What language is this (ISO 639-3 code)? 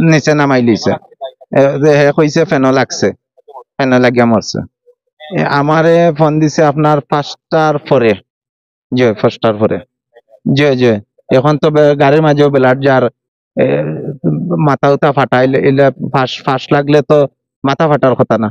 syl